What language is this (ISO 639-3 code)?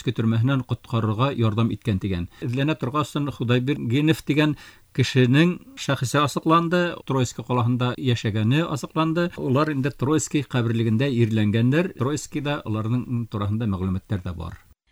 bak